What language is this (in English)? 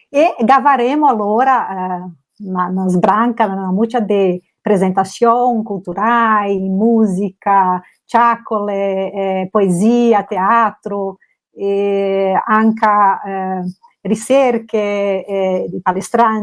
Venetian